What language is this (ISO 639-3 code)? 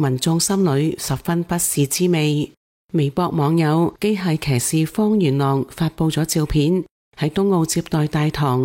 yue